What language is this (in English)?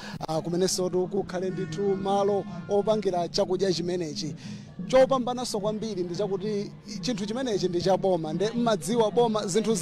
Nyanja